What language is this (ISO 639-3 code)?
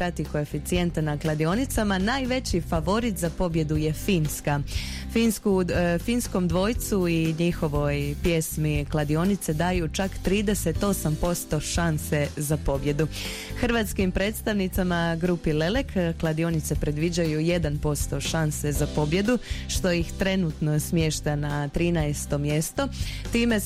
hrv